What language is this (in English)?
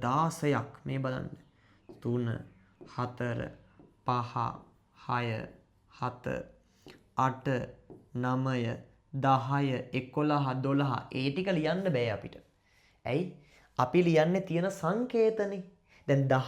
Sinhala